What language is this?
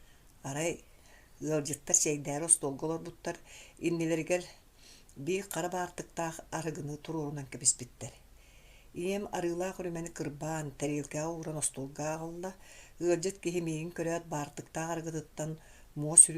Yakut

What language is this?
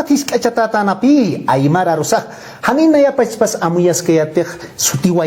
Aymara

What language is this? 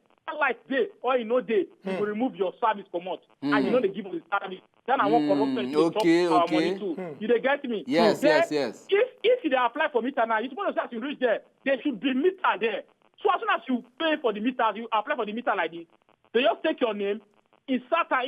Nigerian Pidgin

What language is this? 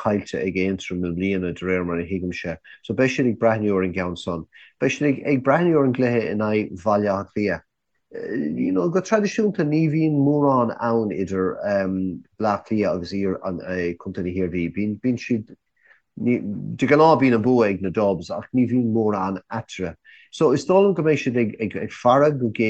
Irish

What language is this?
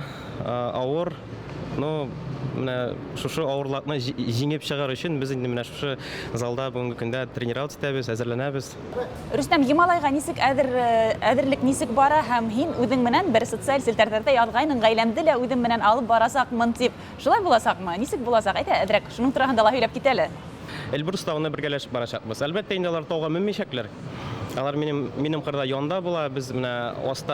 Bashkir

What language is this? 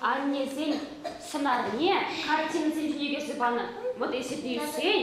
Chuvash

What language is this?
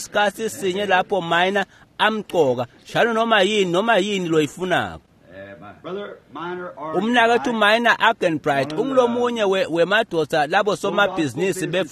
Swati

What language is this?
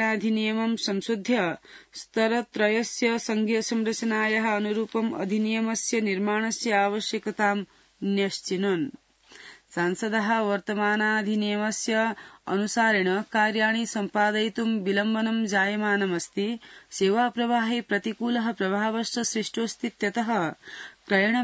Sanskrit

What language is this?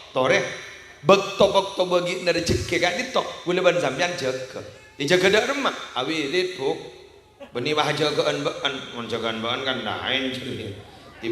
Madurese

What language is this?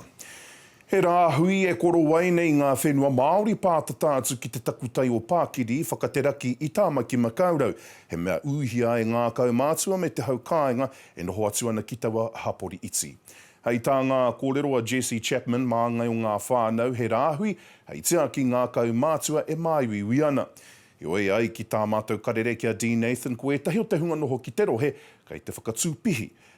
Māori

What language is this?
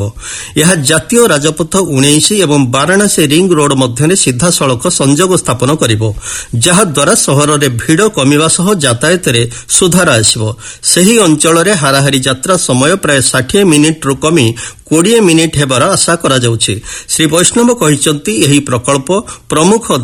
Odia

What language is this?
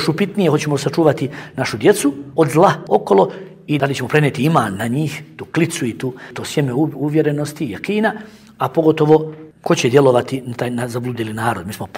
Bosnian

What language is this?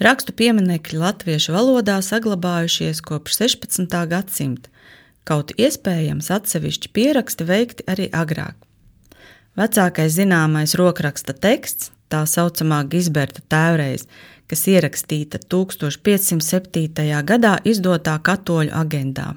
Latvian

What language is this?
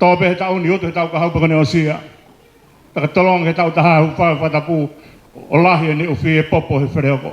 Tongan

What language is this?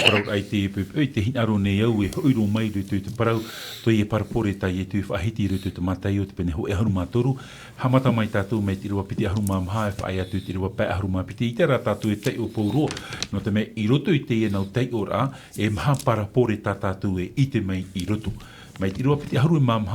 Tahitian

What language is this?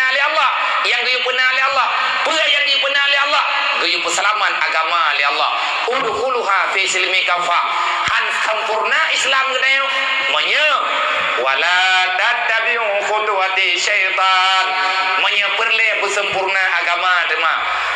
Achinese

